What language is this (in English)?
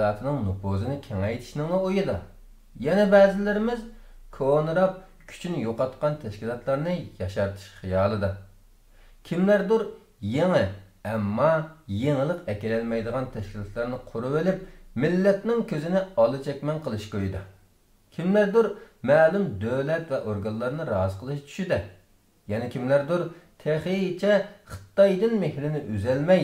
Uyghur